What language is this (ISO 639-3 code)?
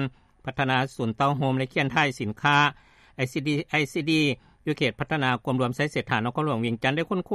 lao